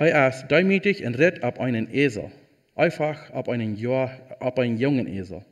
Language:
Plautdietsch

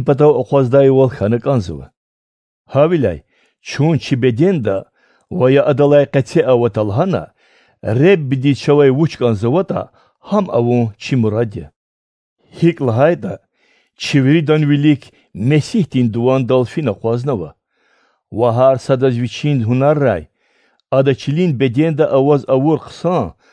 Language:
Lezghian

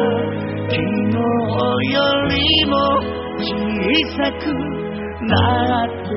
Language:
Japanese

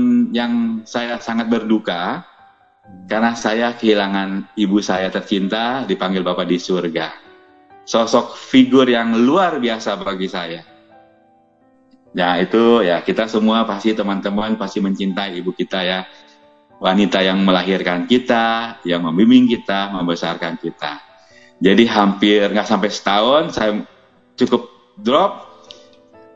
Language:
Indonesian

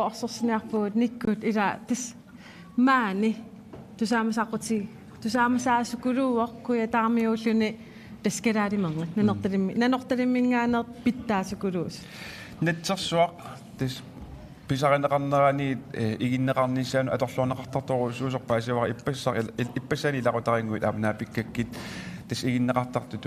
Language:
Kalaallisut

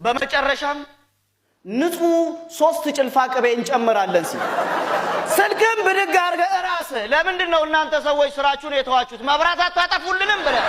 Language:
Amharic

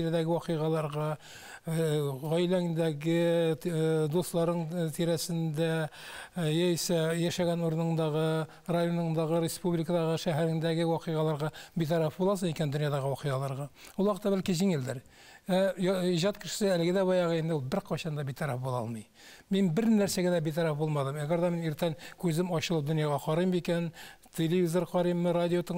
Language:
Tatar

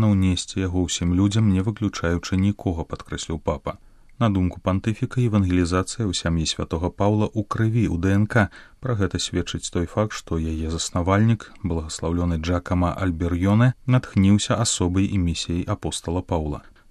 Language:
Belarusian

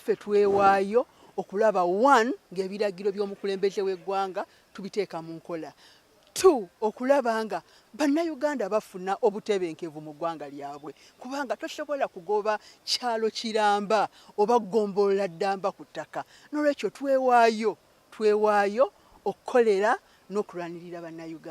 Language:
Ganda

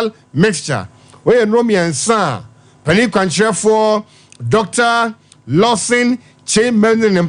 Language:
Akan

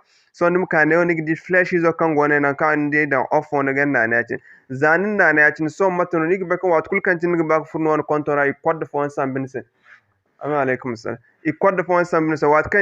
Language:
Zarma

